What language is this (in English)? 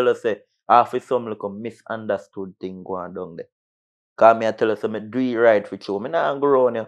Jamaican Creole English